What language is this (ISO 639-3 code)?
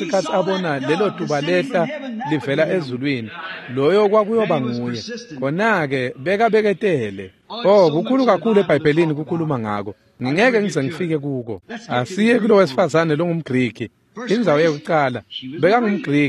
ssw